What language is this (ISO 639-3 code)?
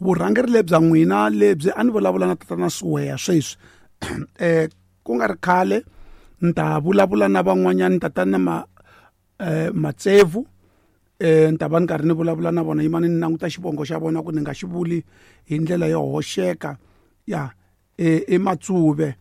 tso